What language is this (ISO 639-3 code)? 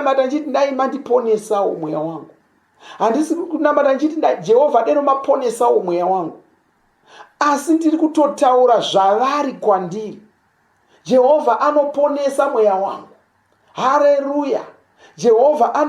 sna